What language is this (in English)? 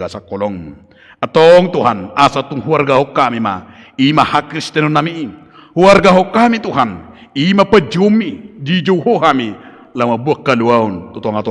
Batak Toba